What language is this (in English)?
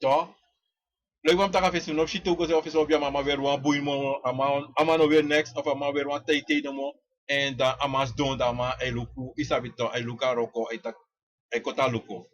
Sranan Tongo